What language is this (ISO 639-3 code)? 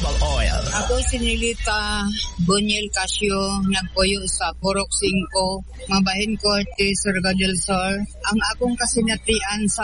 ceb